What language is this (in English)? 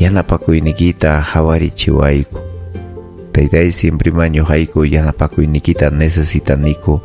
Ayacucho Quechua